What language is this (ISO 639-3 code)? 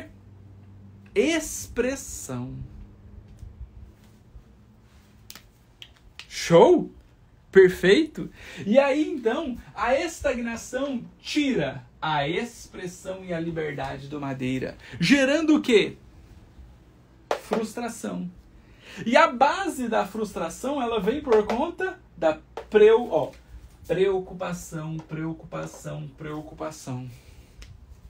por